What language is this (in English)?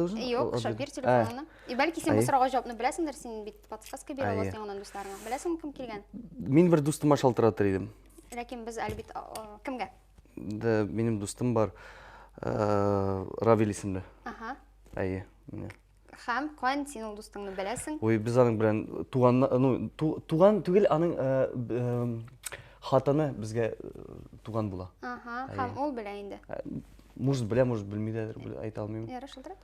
Tatar